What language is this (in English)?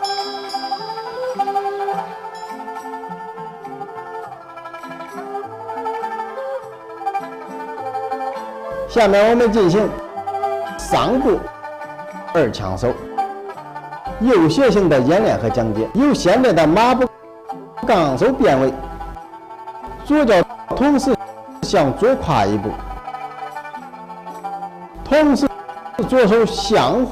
Chinese